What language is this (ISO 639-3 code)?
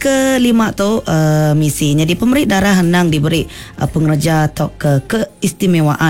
iba